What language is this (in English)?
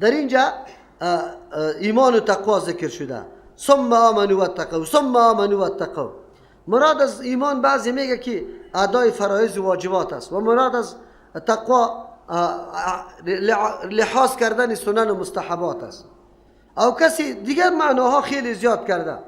Persian